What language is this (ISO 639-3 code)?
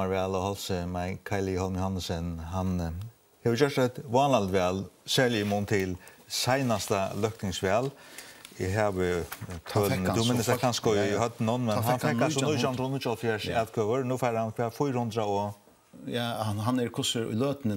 fao